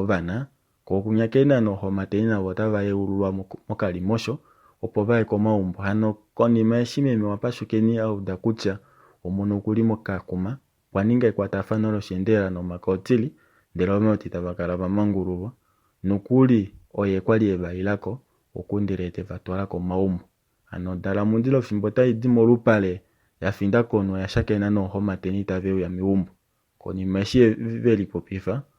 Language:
Kuanyama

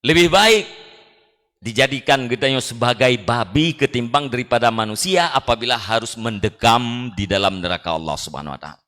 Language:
Achinese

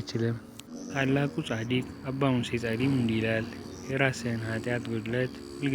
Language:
Amharic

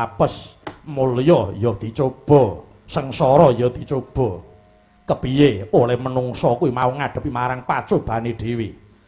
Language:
Javanese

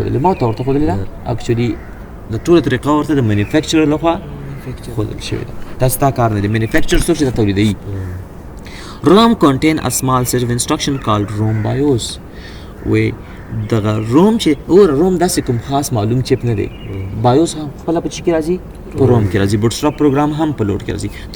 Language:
Pashto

